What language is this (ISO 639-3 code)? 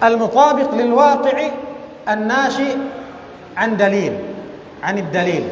tsg